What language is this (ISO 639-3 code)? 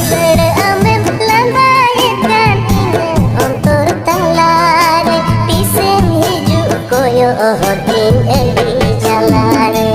sat